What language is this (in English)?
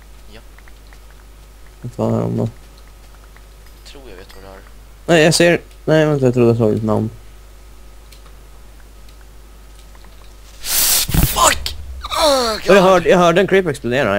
Swedish